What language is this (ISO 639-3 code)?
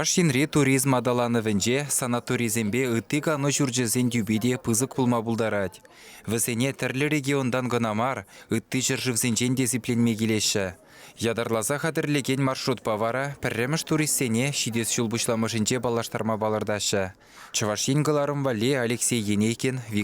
chv